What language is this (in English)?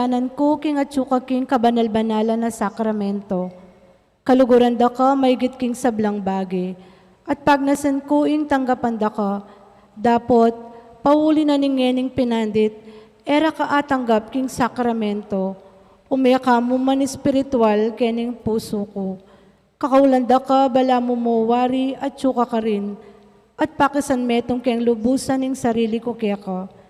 Pampanga